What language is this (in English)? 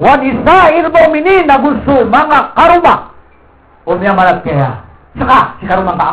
Maranao